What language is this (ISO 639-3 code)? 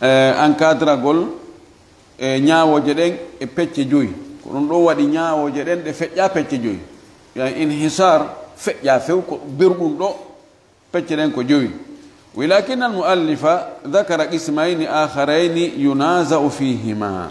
ful